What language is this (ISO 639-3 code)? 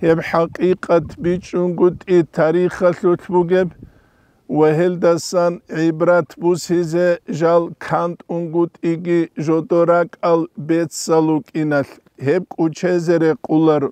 ava